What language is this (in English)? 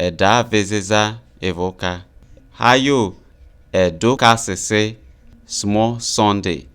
Isoko